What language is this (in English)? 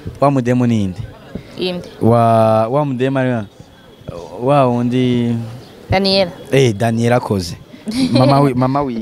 Rundi